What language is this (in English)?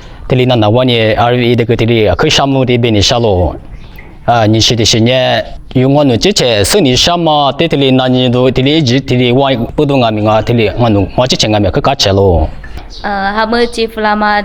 Lisu